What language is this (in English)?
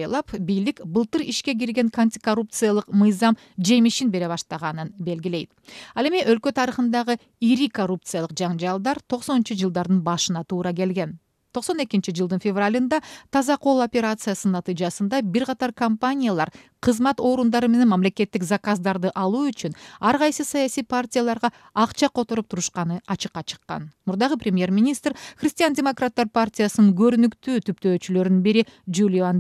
Kyrgyz